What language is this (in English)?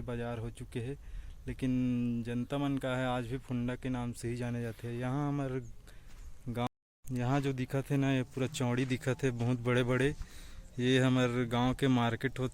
Chhattisgarhi